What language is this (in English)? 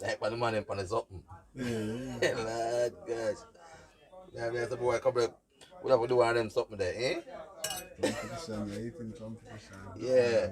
Jamaican Creole English